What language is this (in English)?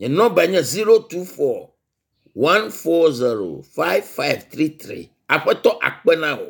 Ewe